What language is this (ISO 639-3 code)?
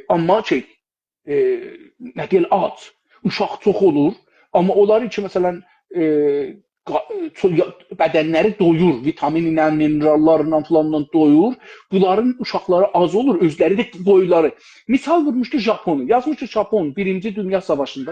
azb